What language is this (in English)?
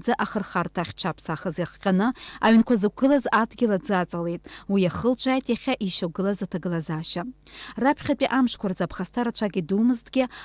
Abkhazian